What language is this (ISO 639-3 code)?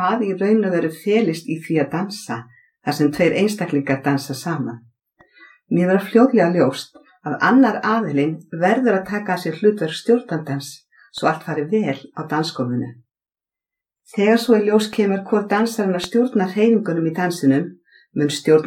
isl